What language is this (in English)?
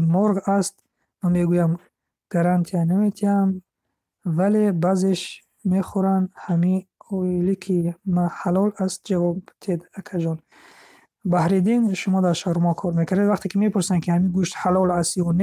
Tajik